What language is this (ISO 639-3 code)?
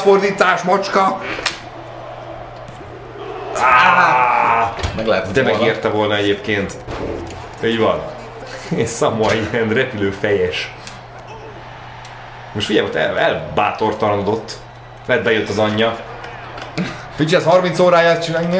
hun